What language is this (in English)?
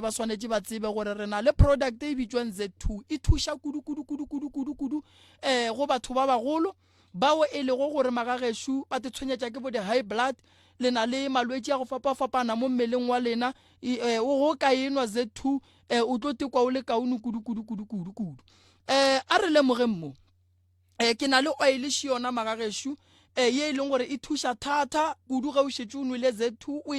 Northern Sotho